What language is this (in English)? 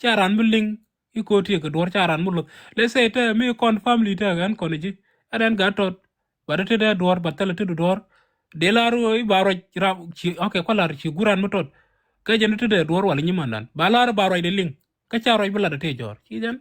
Nuer